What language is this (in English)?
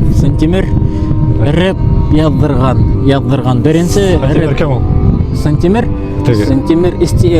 Bashkir